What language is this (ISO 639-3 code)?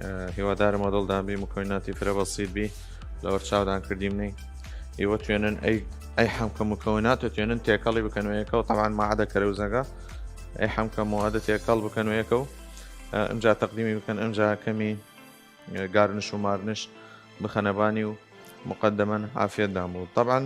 sdh